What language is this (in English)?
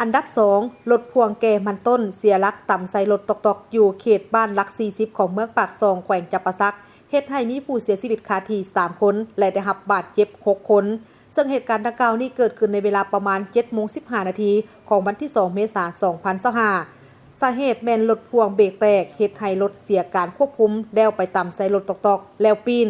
Lao